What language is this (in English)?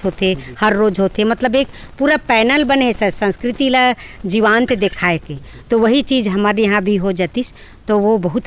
Chhattisgarhi